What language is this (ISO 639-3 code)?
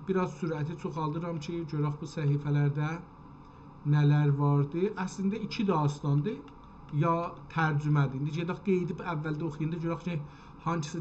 azb